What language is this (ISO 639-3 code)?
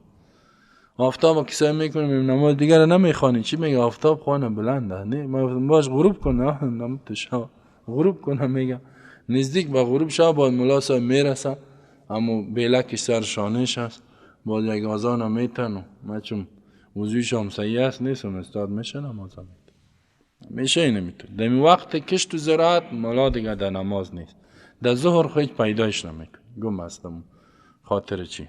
fas